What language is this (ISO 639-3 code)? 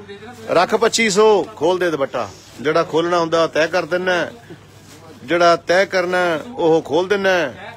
pan